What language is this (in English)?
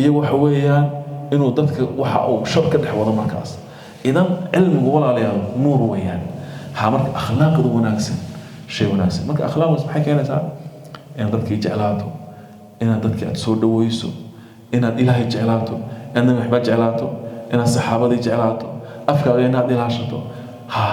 Somali